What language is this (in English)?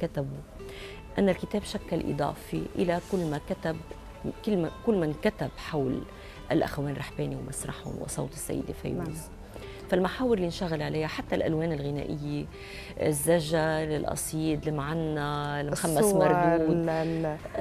North Levantine Arabic